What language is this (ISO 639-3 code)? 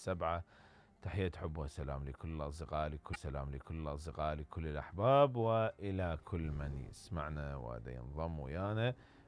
acm